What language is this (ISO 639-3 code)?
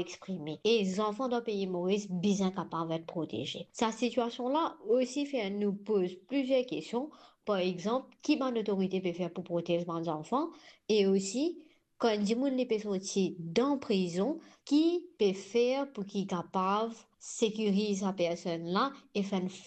mfe